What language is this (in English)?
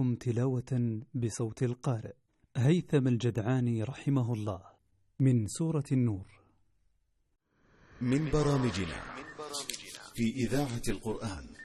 Arabic